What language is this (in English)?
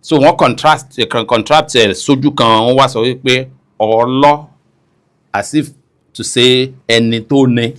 Yoruba